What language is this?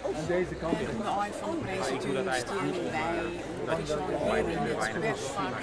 Western Frisian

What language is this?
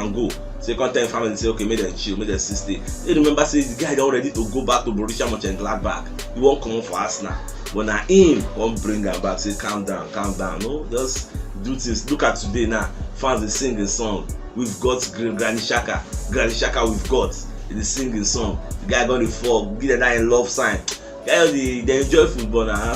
Nigerian Pidgin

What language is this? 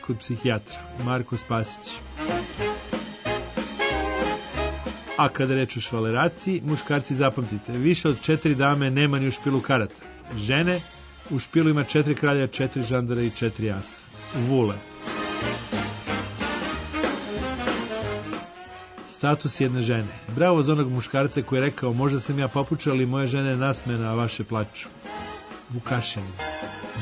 Serbian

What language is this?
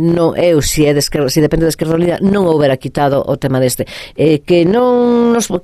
Galician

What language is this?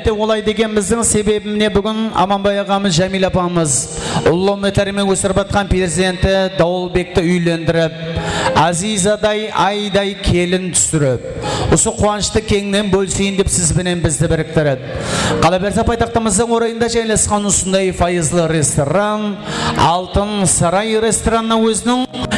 Kara-Kalpak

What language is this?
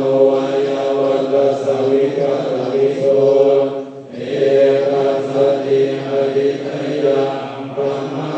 Pali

